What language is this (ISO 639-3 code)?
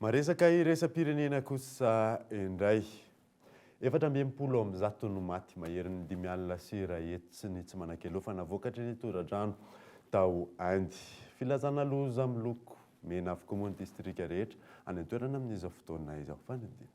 mlg